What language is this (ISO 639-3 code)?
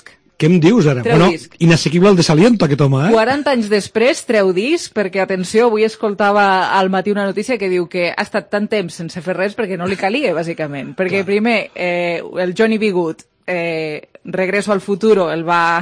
cat